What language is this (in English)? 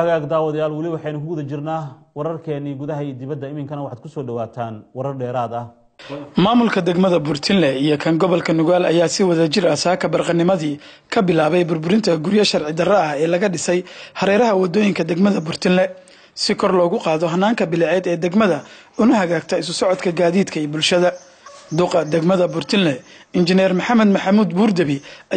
Somali